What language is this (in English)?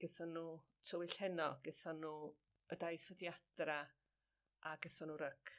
Welsh